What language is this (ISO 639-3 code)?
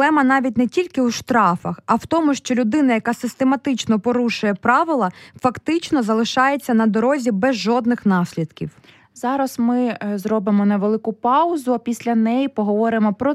ukr